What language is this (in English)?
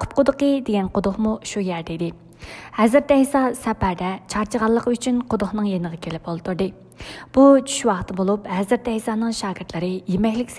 Uyghur